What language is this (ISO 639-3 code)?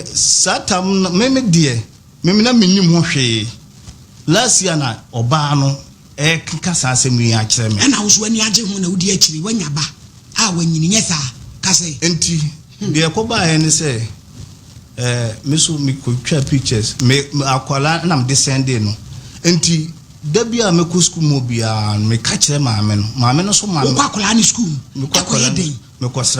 aka